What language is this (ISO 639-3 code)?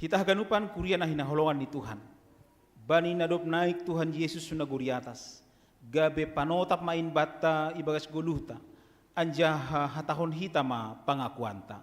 bts